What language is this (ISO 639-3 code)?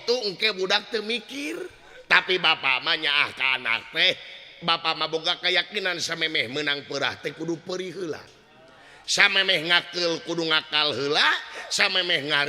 sun